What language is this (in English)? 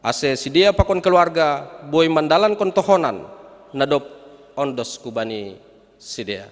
Batak Simalungun